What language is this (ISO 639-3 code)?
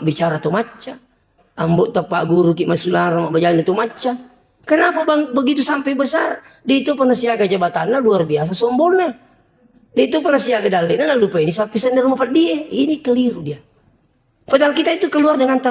bug